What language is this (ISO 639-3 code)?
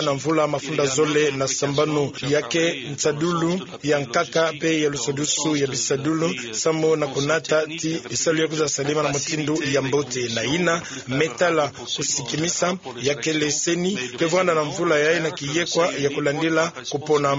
ktu